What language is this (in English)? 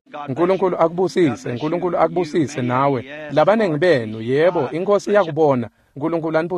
Swati